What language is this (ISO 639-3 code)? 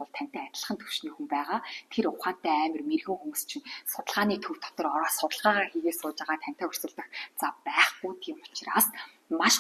mon